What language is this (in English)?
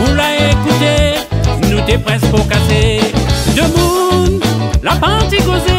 Réunion Creole French